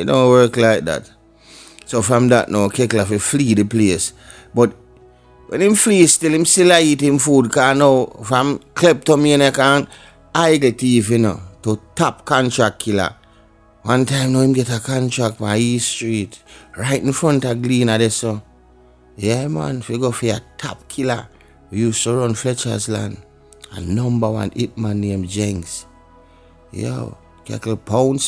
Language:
Jamaican Creole English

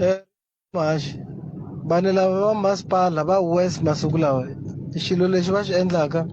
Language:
Tsonga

